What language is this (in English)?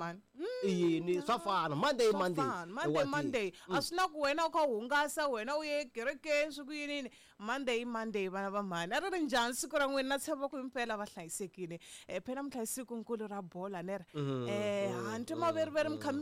Tsonga